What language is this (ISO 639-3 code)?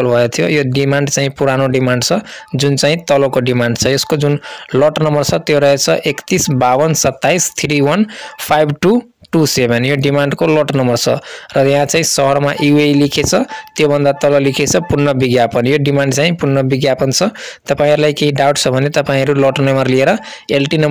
nep